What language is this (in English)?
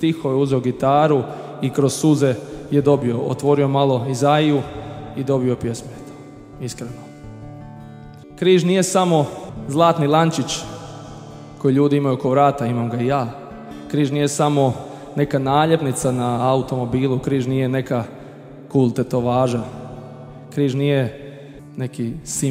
Croatian